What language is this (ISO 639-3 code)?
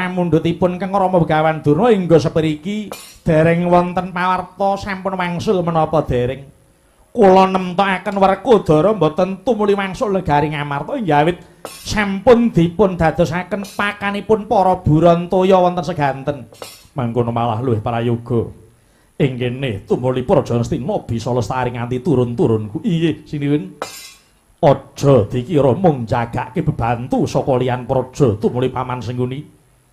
jav